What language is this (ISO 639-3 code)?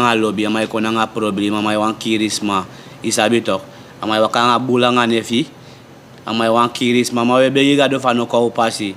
srn